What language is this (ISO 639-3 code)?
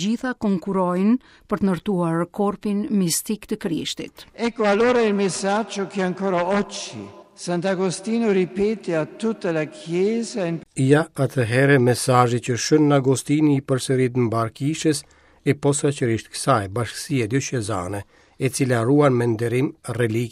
sqi